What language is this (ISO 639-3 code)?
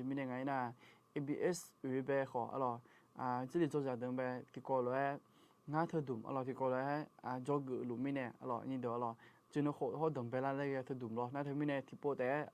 ahk